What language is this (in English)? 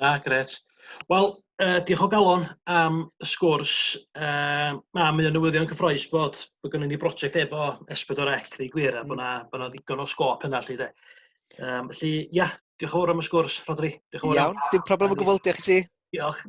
Welsh